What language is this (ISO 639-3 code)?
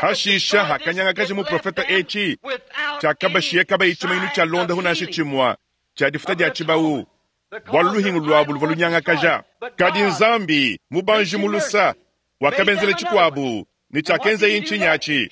lua